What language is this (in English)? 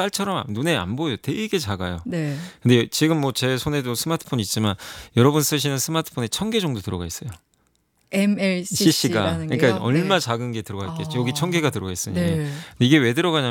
Korean